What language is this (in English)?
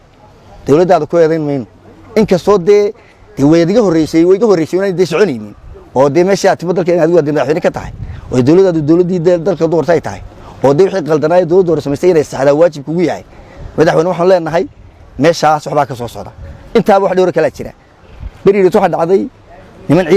Somali